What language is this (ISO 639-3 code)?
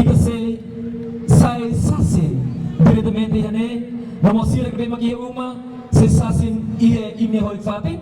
tet